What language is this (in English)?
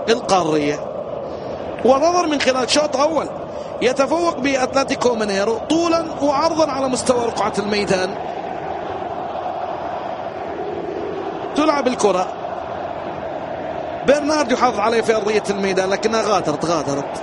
Arabic